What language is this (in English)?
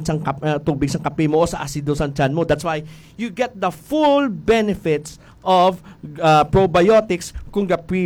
Hiligaynon